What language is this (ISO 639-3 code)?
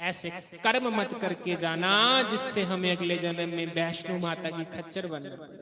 doi